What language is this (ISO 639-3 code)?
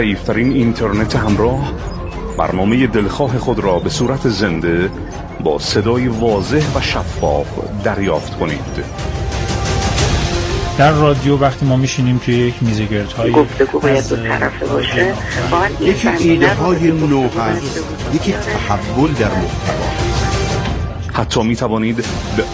fas